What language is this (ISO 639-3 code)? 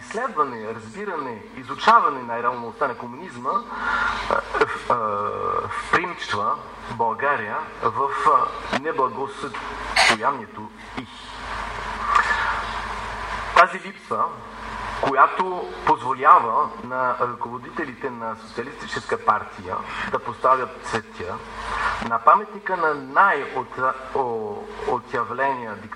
bul